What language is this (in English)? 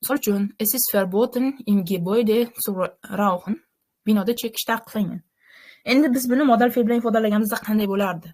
Uzbek